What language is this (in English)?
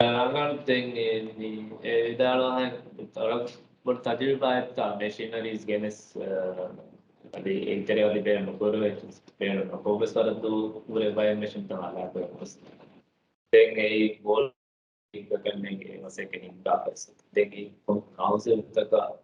Divehi